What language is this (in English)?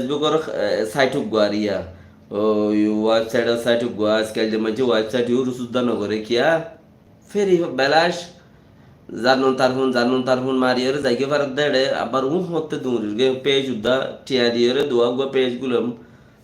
Rohingya